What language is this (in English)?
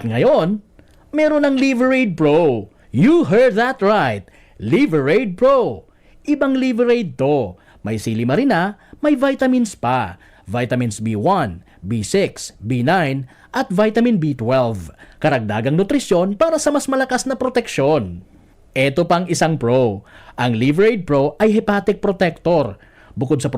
Bikol